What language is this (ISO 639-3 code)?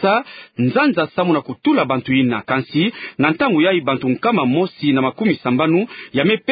ktu